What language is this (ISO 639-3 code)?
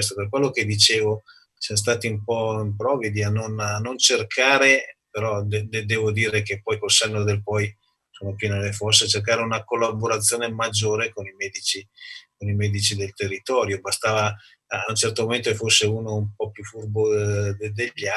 ita